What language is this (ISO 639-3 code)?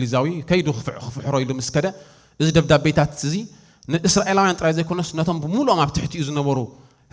tir